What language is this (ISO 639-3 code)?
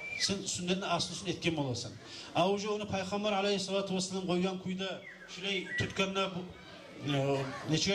kum